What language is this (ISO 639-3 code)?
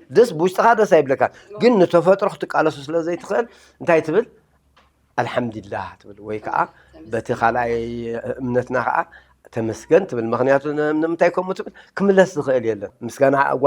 tir